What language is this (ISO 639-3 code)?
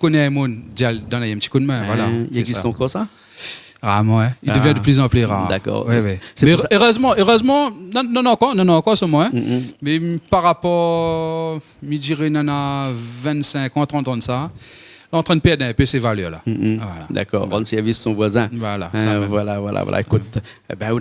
rcf